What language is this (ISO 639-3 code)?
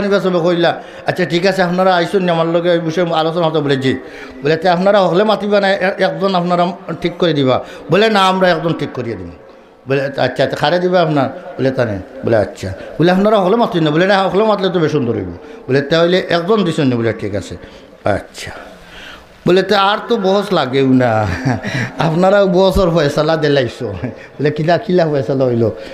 syl